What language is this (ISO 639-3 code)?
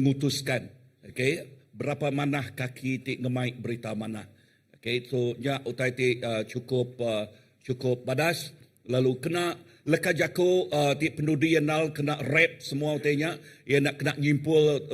iba